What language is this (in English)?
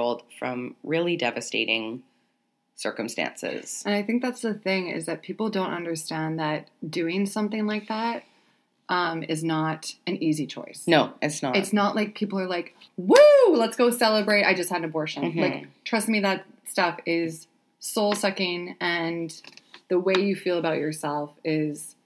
English